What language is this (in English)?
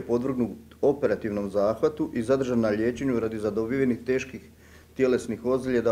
Croatian